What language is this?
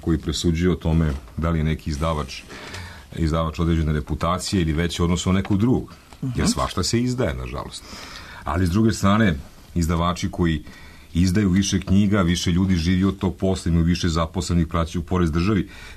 Serbian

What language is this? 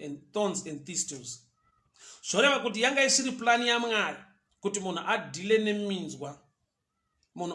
Shona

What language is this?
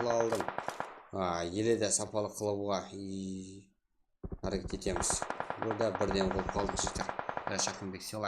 Kara-Kalpak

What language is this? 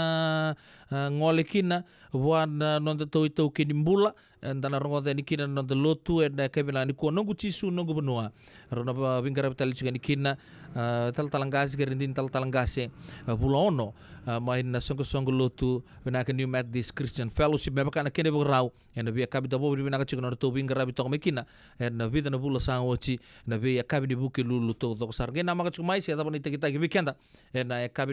Fijian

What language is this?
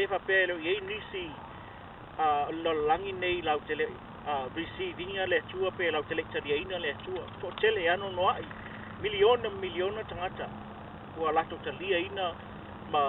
Samoan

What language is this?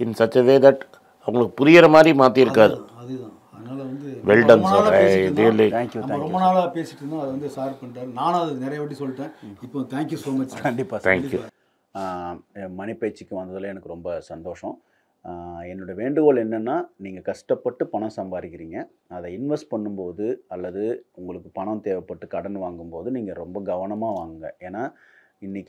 Tamil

